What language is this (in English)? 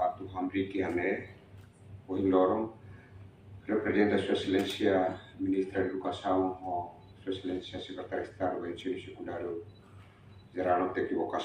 Tetum